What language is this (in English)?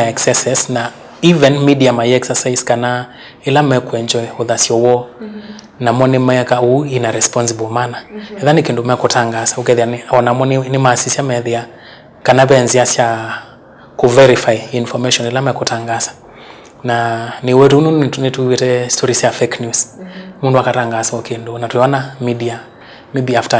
Kamba